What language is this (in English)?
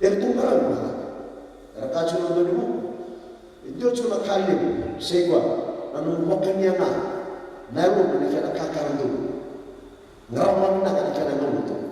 Fijian